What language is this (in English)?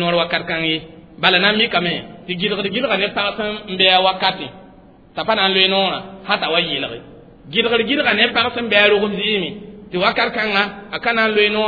Mossi